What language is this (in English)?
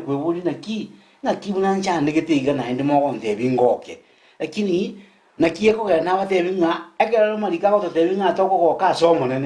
Gusii